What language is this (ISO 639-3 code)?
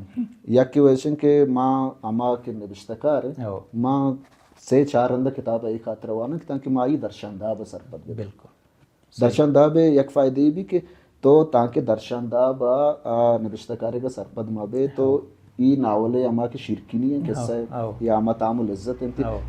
bal